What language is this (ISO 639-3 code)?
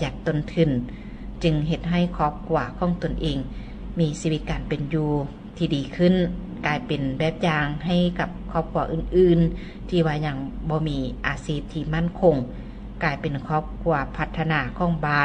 lao